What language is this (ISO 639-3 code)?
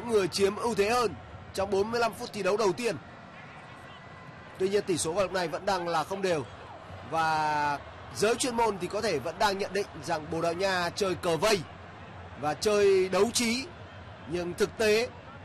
vie